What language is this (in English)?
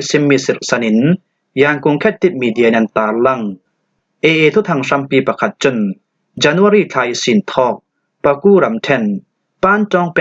Falam Chin